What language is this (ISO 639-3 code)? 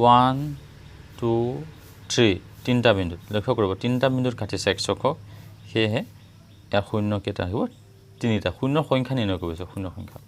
asm